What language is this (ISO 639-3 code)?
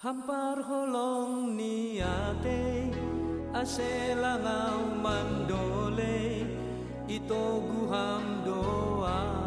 bts